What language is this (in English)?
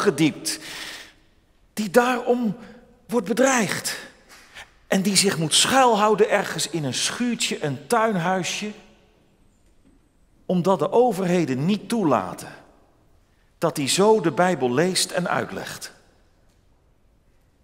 Dutch